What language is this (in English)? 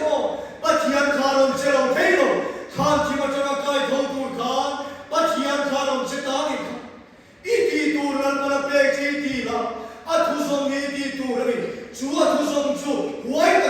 Mizo